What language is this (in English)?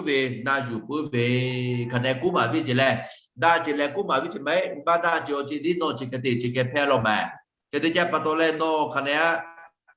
Lahu